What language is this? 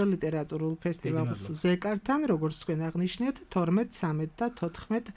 Georgian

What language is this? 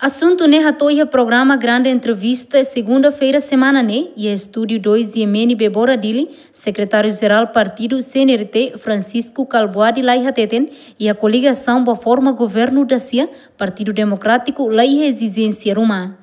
Tetum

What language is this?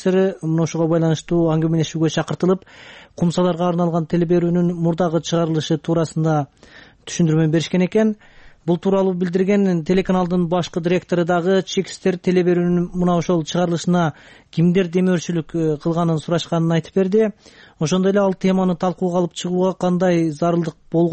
Kyrgyz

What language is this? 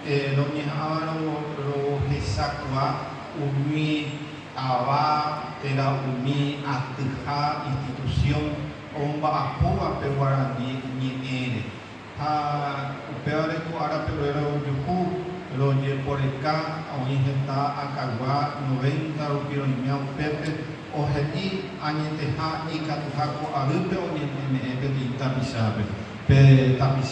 Guarani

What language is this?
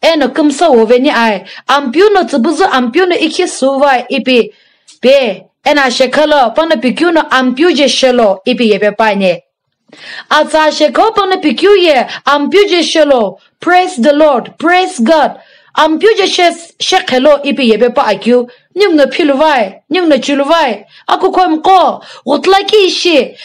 Sumi Naga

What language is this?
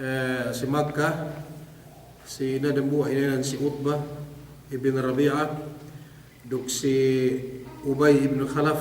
Yakan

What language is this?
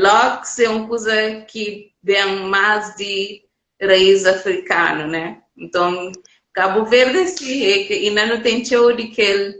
Kabuverdianu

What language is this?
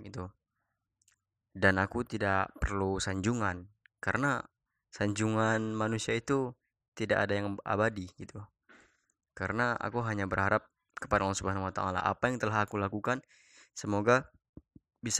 Indonesian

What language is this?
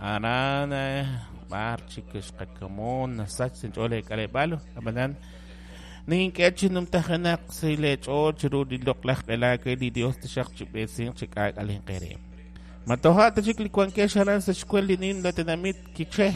Kekchí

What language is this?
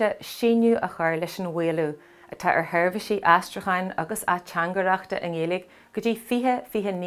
Irish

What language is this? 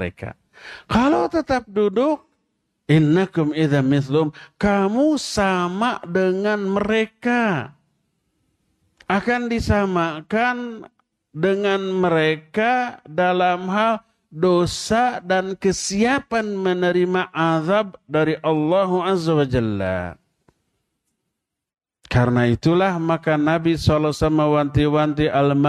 Indonesian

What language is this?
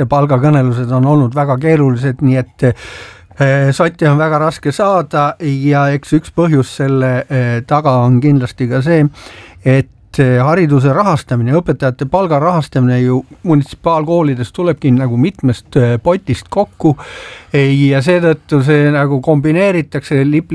Estonian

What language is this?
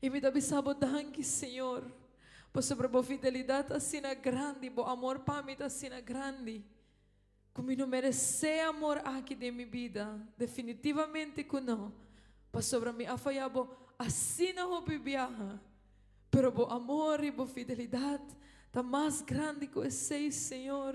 Papiamento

